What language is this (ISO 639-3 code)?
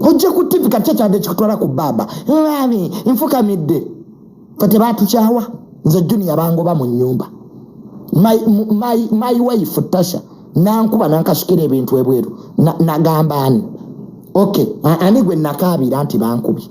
lug